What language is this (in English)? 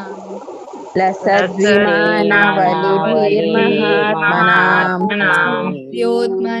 Tulu